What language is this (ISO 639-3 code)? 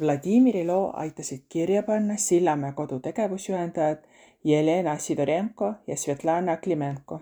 est